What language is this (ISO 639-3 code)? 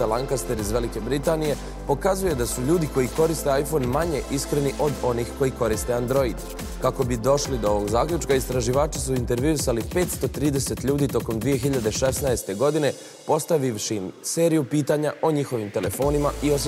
bos